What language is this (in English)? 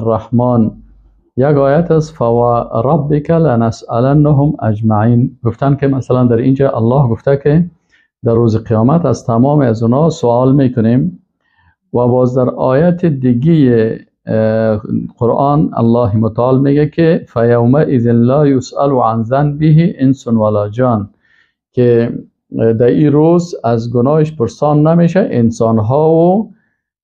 Persian